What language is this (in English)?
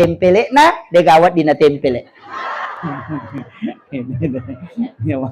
Buginese